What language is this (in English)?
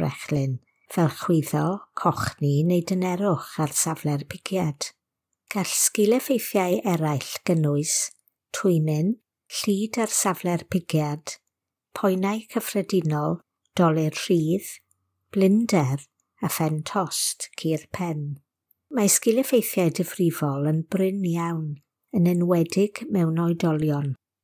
Welsh